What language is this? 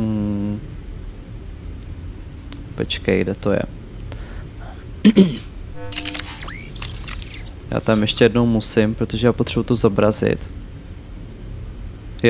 Czech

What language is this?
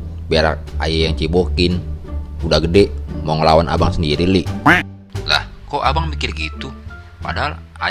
Betawi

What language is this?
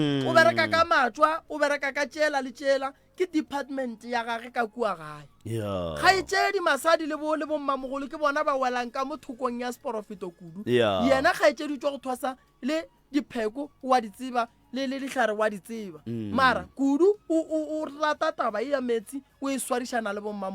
Northern Sotho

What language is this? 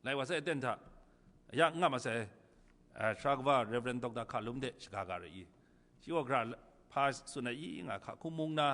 Kachin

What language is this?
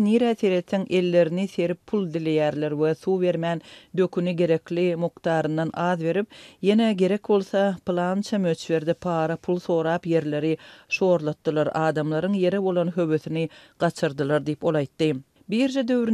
Turkmen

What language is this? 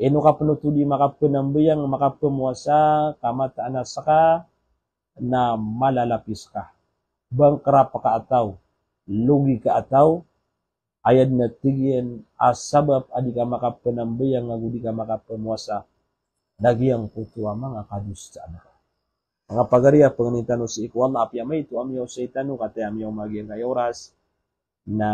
Maranao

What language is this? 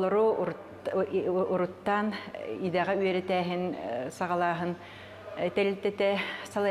Yakut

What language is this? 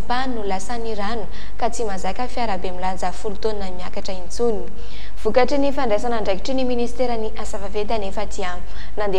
Malagasy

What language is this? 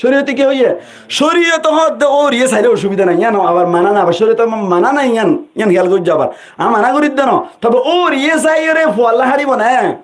Rohingya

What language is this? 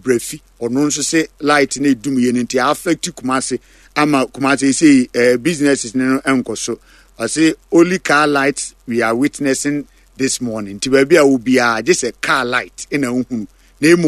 Akan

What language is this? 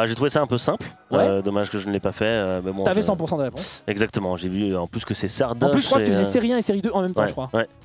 French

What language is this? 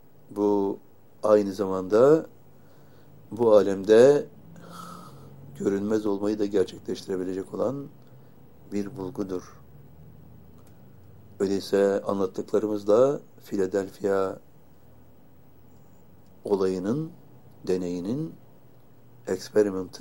Turkish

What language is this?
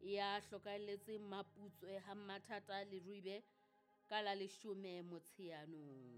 Southern Sotho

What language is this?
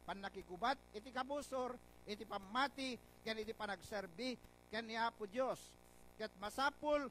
Iloko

